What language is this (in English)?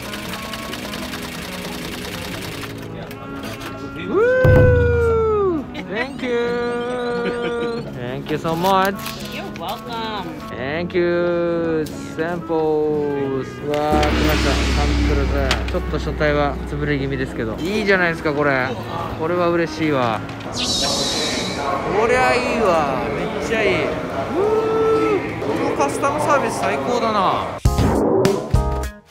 Japanese